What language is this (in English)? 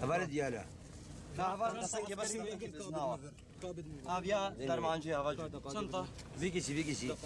Kurdish